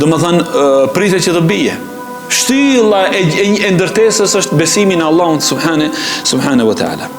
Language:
Albanian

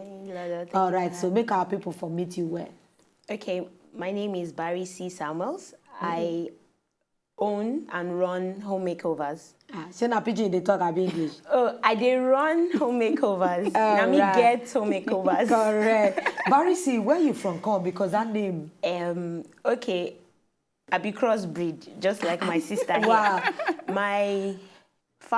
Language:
Nigerian Pidgin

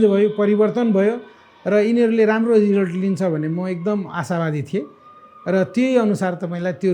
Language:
Nepali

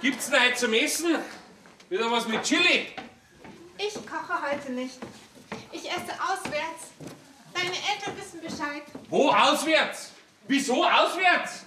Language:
Bavarian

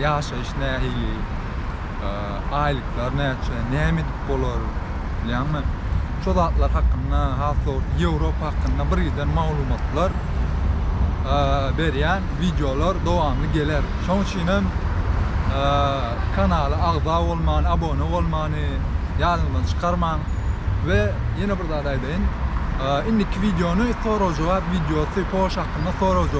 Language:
Turkmen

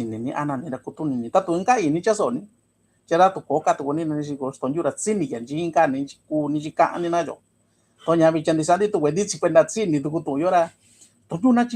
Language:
Mixtepec Mixtec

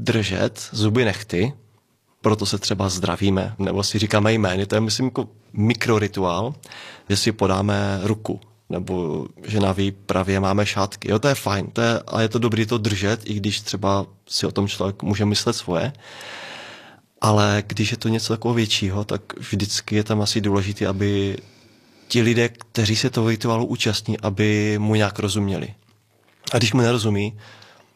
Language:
Czech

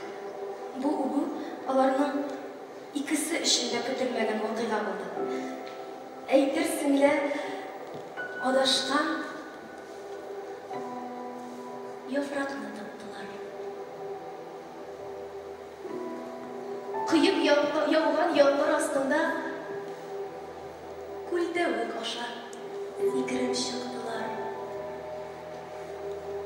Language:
Tatar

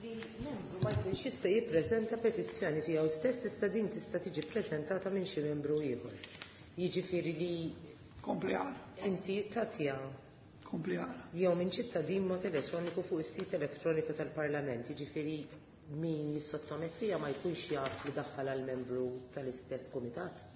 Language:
Maltese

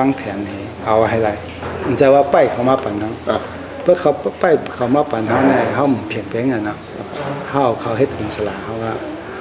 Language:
Shan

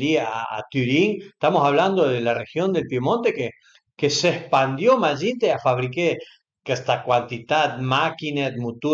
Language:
Piedmontese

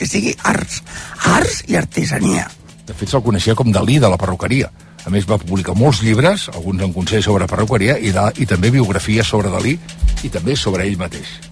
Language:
Catalan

